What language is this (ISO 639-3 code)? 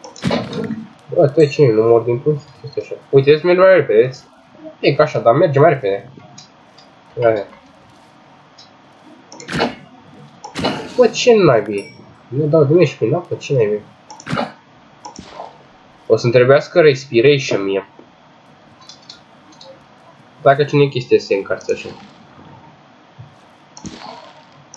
ron